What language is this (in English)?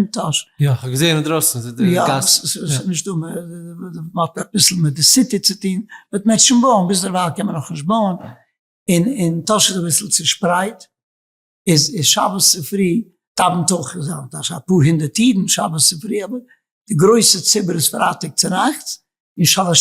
Yiddish